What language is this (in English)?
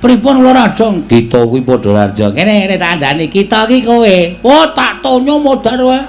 Javanese